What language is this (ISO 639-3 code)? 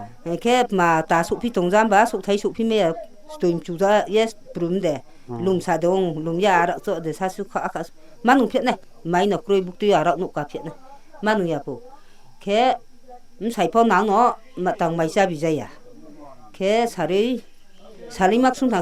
ria